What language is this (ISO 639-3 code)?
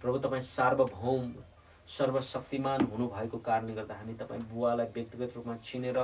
nep